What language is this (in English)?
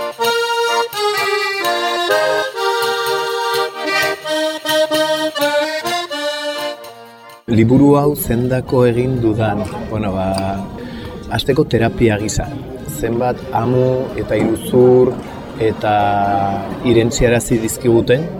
Basque